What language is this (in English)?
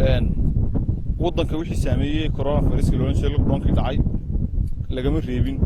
Somali